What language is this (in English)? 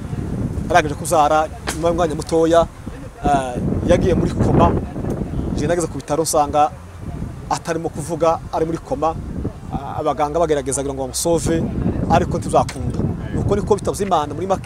Kinyarwanda